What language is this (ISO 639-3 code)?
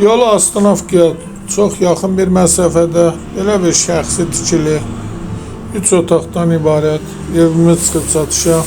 aze